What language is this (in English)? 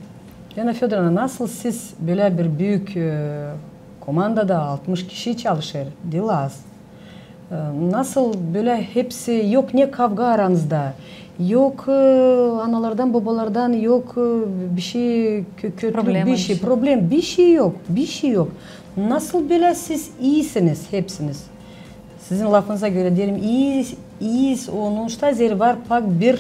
Gagauz